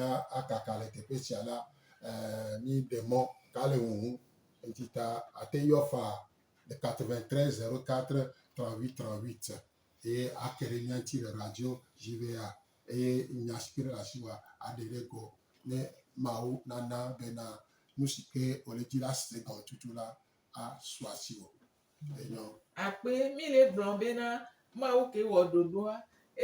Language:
Gen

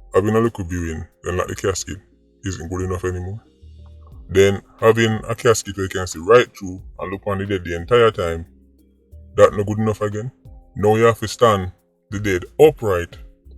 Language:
Jamaican Creole English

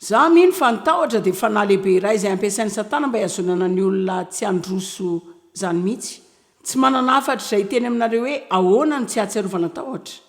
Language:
Malagasy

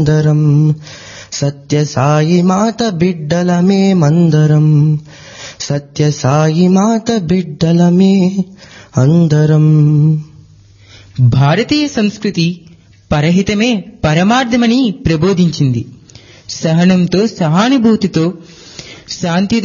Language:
Telugu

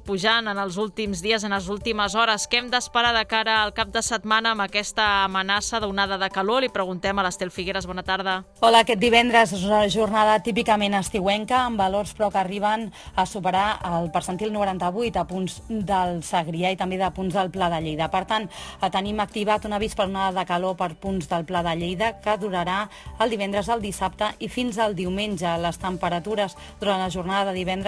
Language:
Catalan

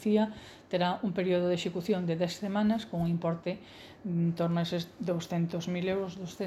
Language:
Galician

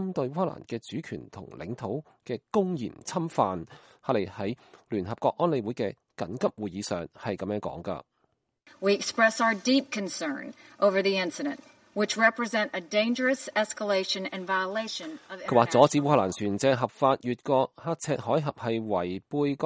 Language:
Cantonese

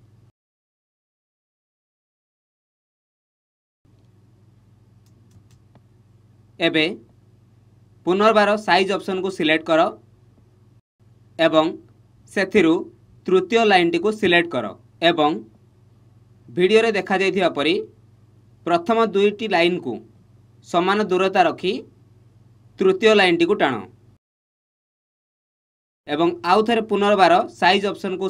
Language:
Odia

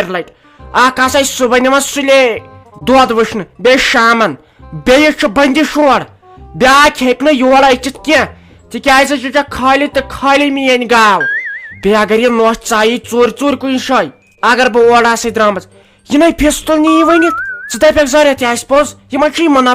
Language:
Kashmiri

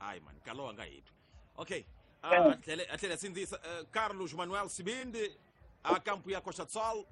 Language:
Tsonga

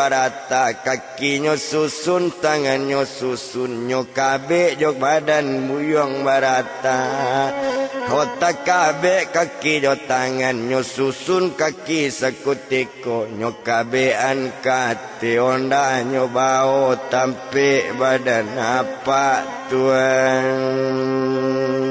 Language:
Minangkabau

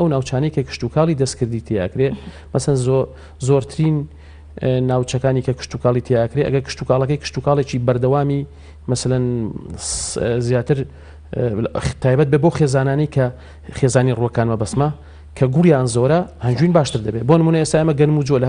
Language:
Central Kurdish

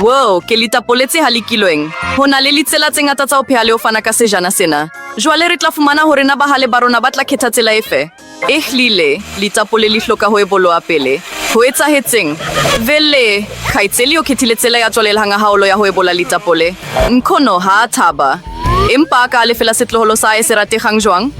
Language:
Southern Sotho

